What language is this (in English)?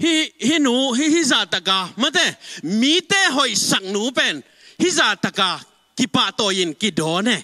Tedim Chin